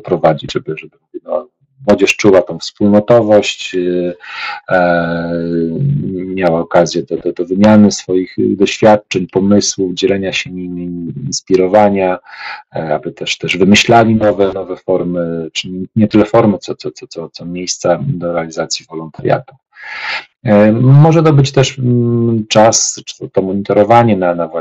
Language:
Polish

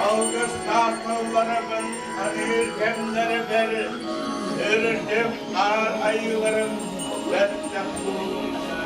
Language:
Yakut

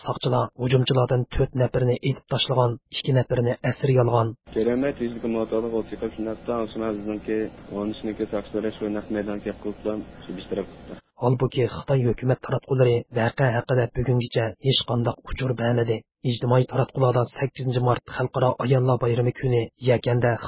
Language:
Uyghur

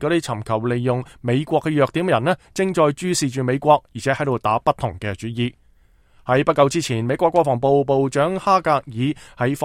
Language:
Cantonese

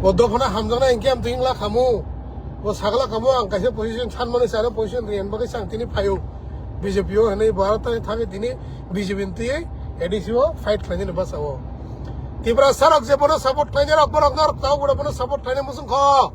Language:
Kok Borok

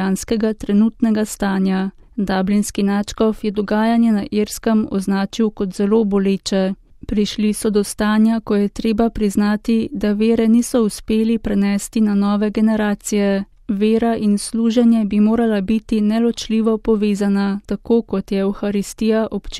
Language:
Slovenian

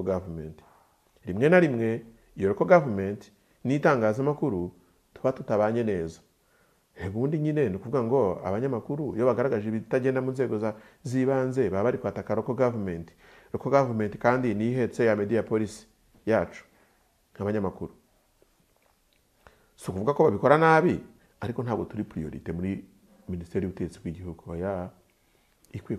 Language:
Kinyarwanda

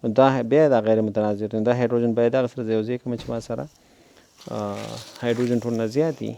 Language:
Pashto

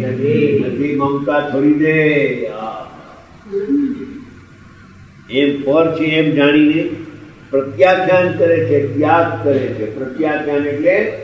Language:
Gujarati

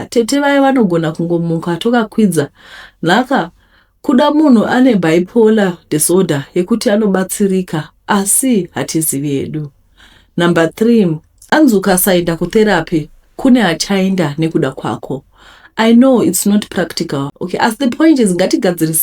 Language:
Shona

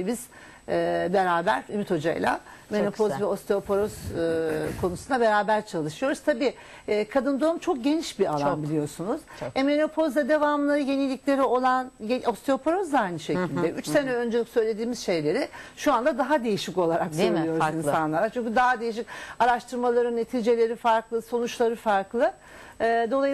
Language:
Turkish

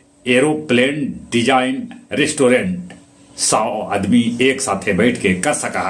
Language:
Magahi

